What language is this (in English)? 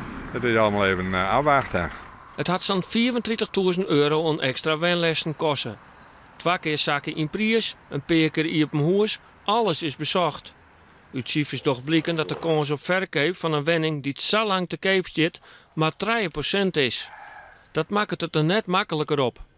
Western Frisian